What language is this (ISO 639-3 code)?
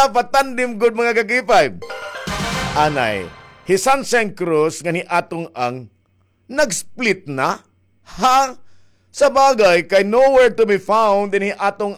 war